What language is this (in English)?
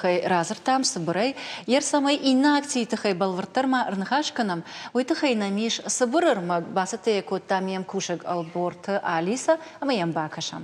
Ossetic